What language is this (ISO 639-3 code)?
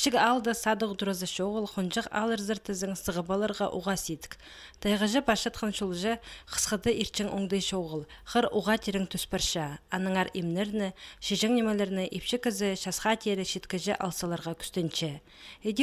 kjh